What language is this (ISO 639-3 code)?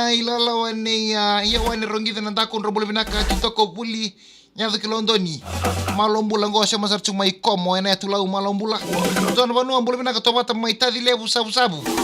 fij